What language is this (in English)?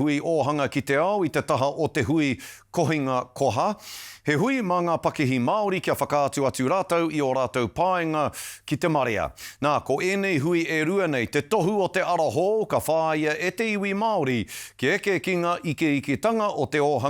Māori